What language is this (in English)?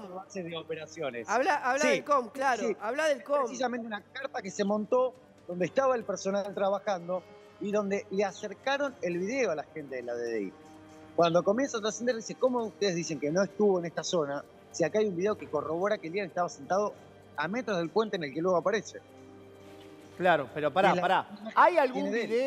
Spanish